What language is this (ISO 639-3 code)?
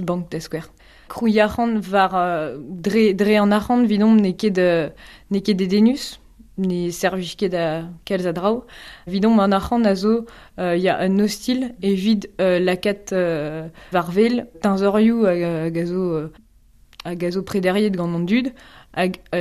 bre